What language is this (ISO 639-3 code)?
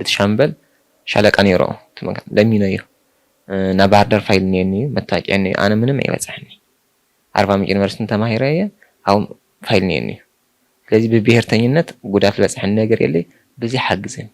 tir